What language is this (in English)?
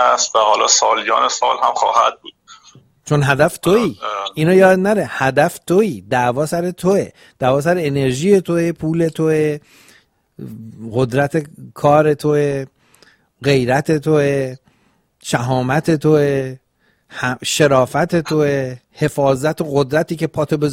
Persian